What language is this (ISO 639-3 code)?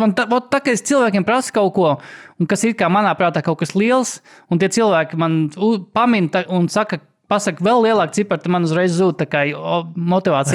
lav